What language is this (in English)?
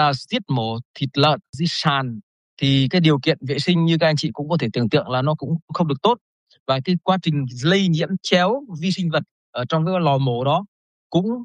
Vietnamese